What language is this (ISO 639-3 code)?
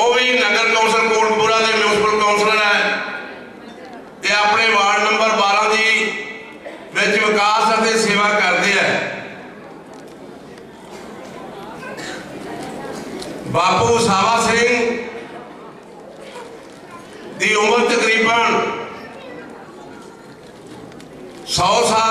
pan